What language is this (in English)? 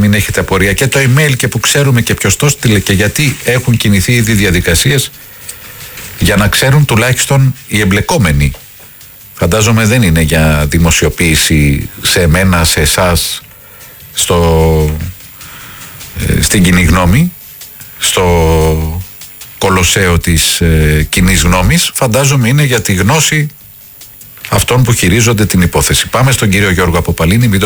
Greek